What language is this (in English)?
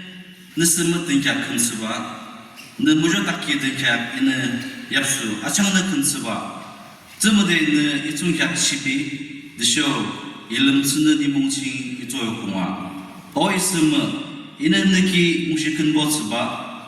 Yimchungru Naga